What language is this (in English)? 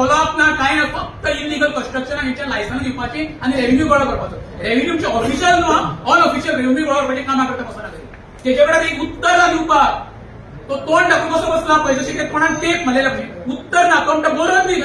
Konkani